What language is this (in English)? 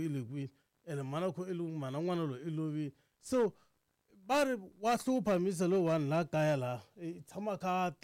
Tsonga